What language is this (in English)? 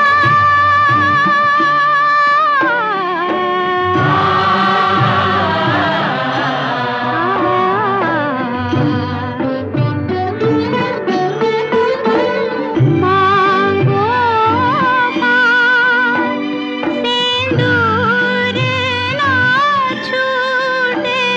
Hindi